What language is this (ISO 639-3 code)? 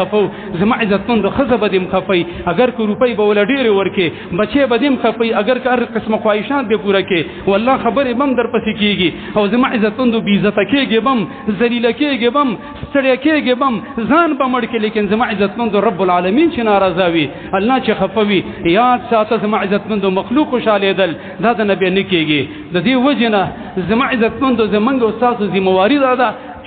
pus